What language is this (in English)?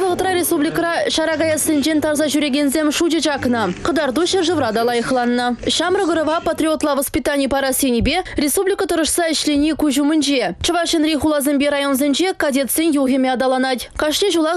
Chuvash